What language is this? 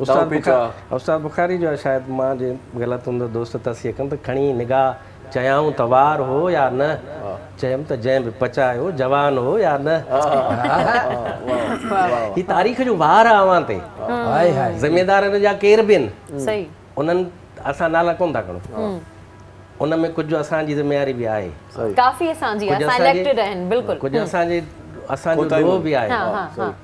Sindhi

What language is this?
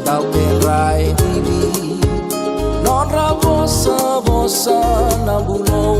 Fijian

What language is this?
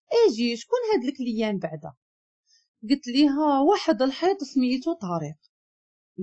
Moroccan Arabic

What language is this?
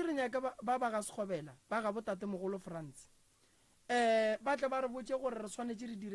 Northern Sotho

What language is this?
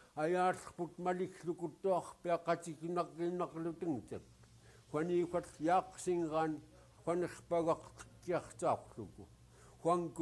Central Yupik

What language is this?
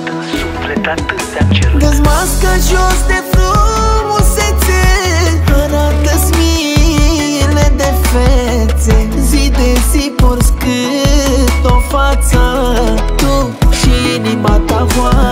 Romanian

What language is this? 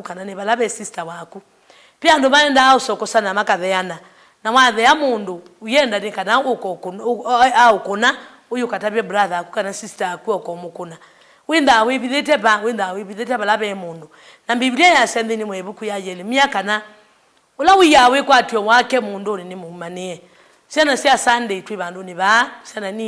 Kamba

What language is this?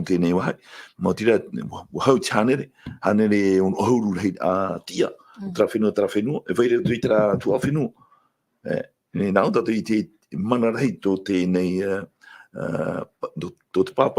Tahitian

